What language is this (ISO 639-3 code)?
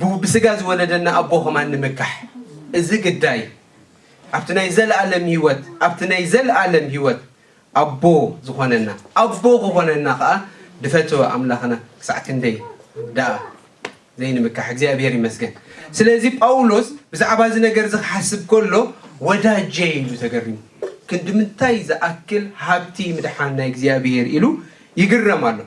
tir